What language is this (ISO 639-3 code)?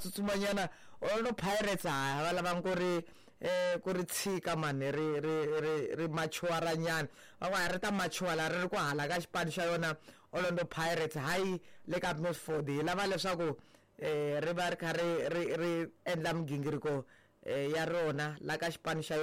tso